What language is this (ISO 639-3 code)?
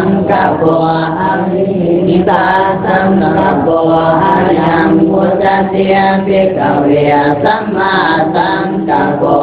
pli